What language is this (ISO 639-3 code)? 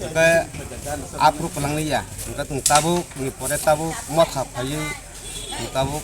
trp